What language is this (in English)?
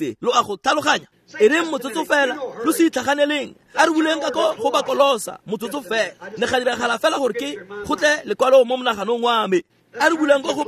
Tswana